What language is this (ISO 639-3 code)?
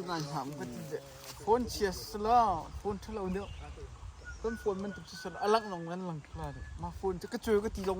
cnh